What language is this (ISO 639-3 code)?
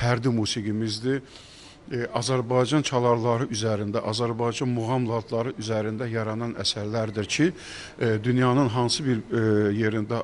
aze